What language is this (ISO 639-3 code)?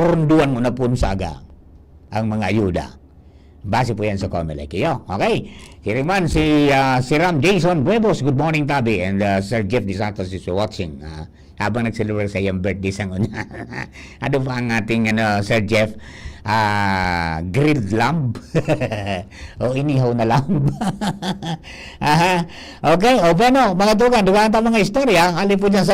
bik